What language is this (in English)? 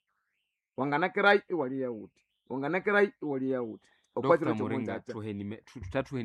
Nande